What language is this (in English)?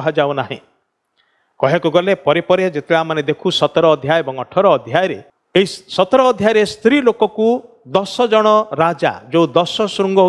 Odia